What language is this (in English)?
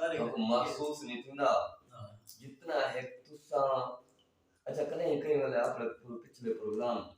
Saraiki